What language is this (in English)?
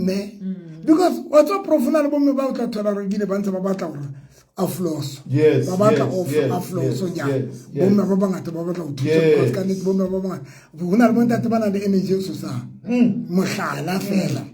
Southern Sotho